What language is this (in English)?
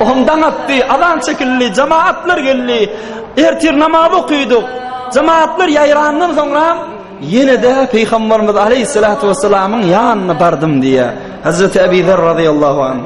Turkmen